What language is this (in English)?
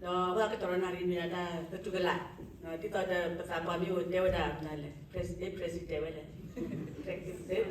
S'gaw Karen